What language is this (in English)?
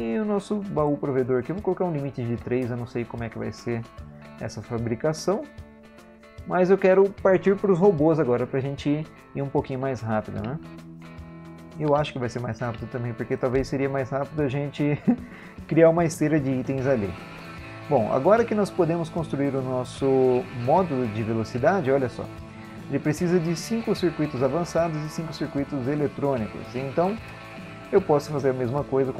Portuguese